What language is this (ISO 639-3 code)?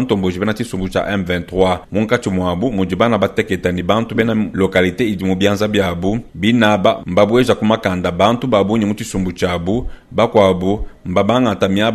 lua